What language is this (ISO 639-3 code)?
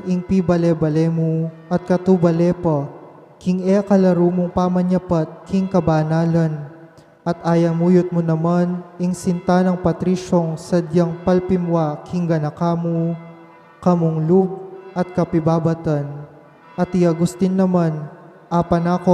pam